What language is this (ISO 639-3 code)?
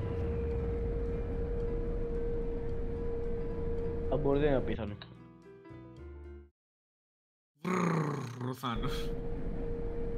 ell